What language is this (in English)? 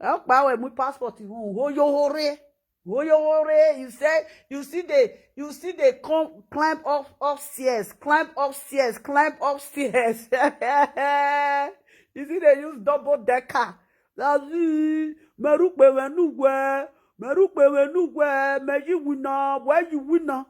Nigerian Pidgin